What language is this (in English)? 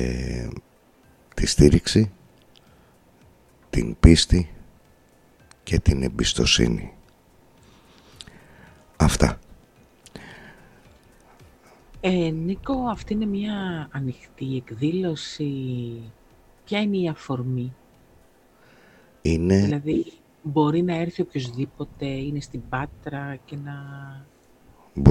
Greek